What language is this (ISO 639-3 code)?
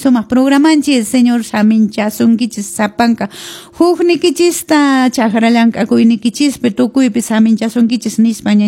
que